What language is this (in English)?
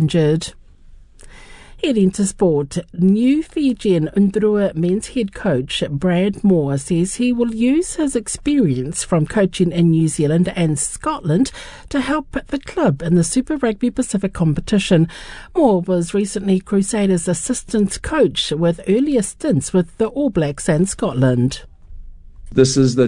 English